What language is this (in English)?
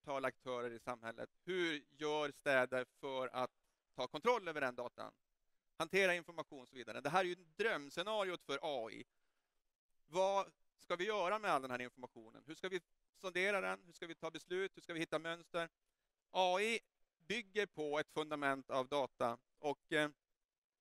Swedish